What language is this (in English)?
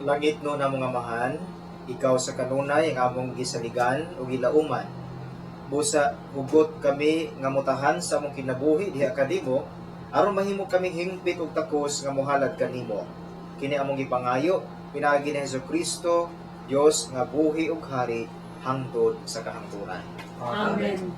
Cebuano